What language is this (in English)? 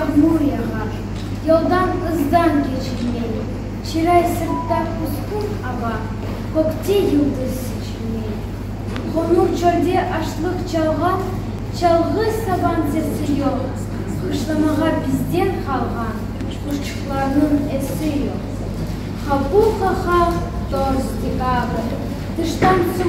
Crimean Tatar